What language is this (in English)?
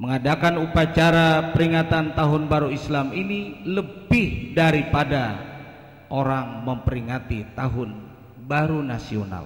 Banjar